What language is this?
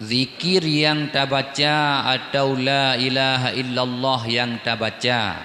Achinese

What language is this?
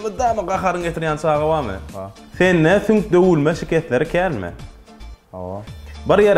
Turkmen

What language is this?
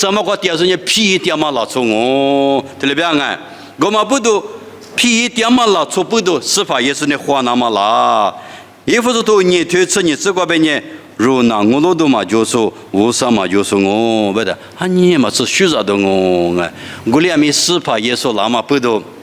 Lisu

